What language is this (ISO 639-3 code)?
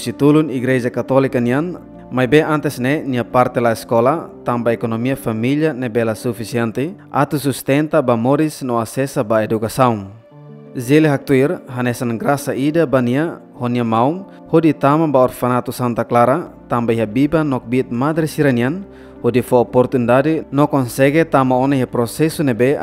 tet